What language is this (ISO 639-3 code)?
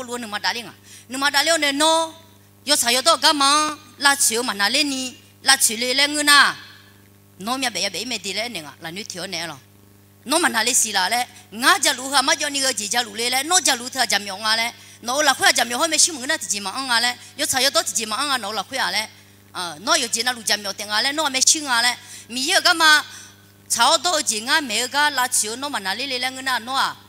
ahk